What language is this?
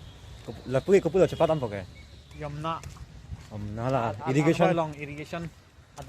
Karbi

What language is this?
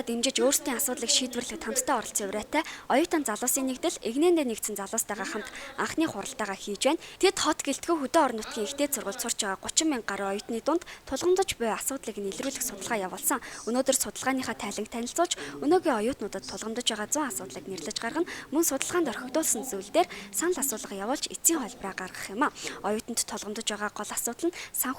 Mongolian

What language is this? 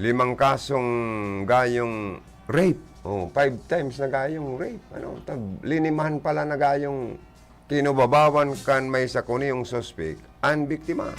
Bikol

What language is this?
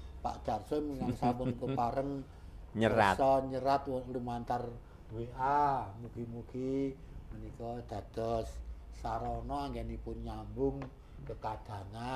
Javanese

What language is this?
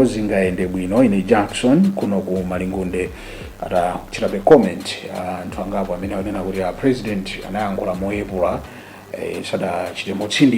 Nyanja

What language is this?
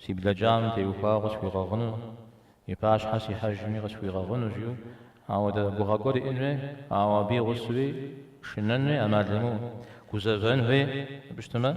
Kabardian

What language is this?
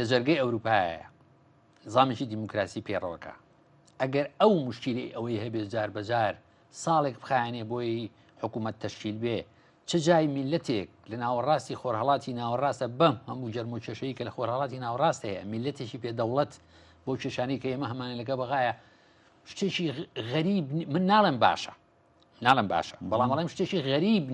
Central Kurdish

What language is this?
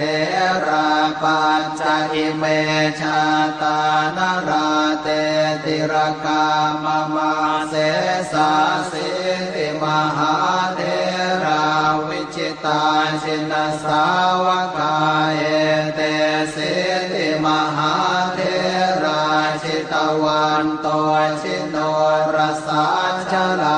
Pali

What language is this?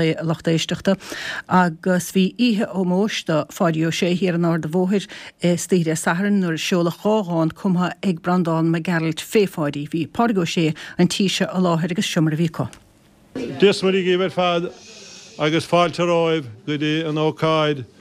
Irish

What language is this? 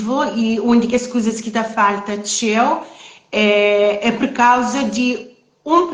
Kabuverdianu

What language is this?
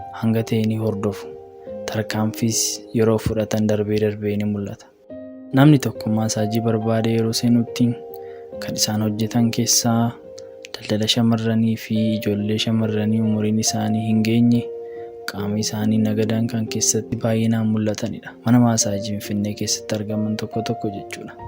Oromo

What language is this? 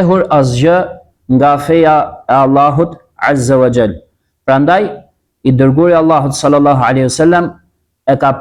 Albanian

